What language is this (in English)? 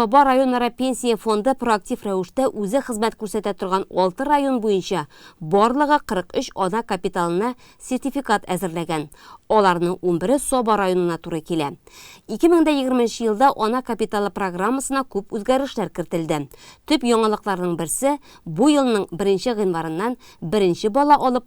Tatar